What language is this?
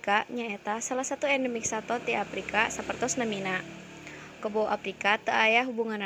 Sundanese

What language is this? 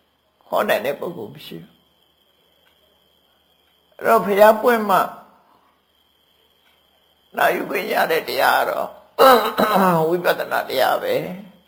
Burmese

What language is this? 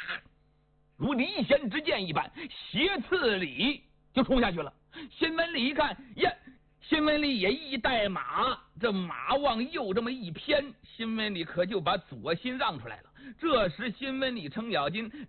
Chinese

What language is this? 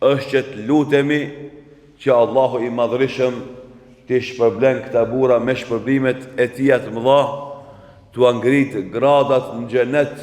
Albanian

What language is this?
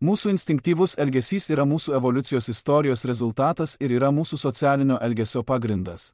Lithuanian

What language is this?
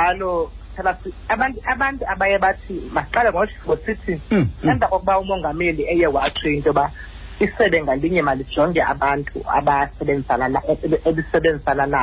Xhosa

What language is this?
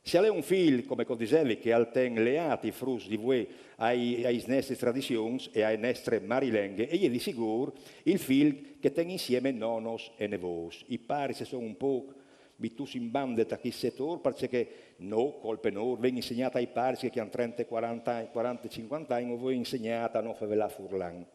Friulian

